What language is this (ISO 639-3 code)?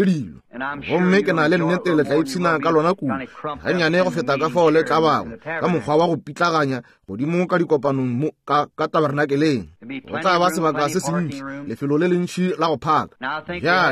nso